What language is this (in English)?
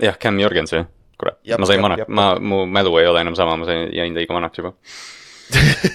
Estonian